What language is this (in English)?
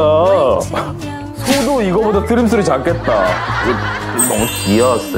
Korean